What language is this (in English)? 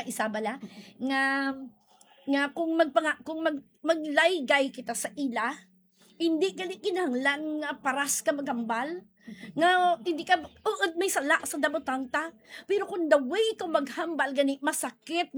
Hiligaynon